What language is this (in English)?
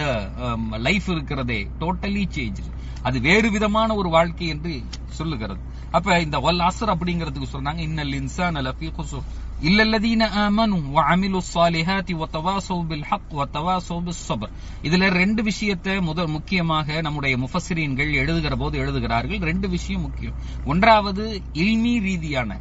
Tamil